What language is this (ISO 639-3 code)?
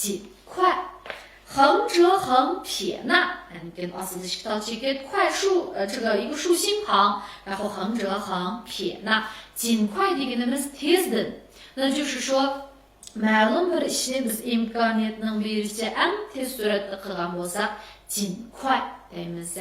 uig